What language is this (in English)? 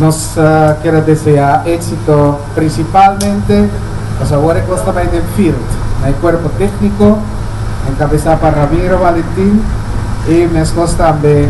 Papiamento